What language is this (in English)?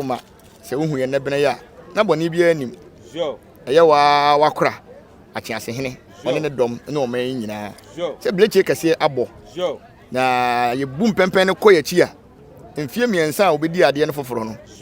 Akan